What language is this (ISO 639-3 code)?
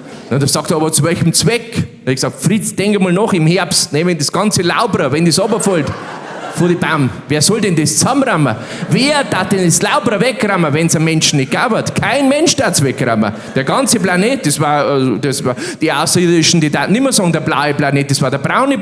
bar